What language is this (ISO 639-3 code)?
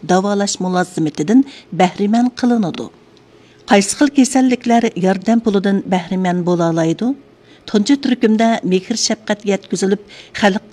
uig